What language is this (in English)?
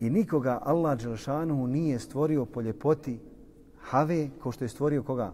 Bosnian